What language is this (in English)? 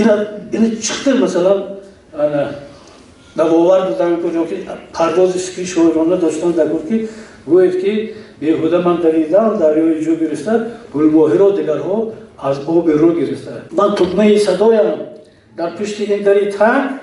Tajik